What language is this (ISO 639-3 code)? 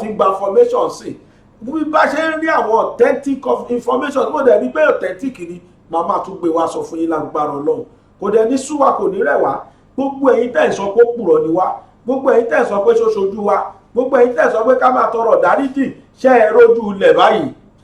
yor